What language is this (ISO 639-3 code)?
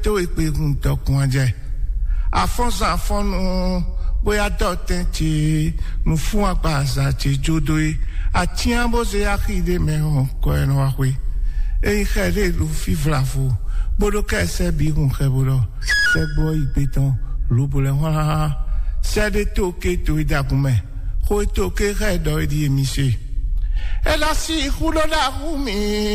fon